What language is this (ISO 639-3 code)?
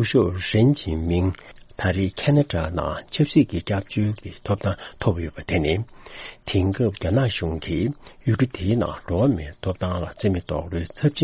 bod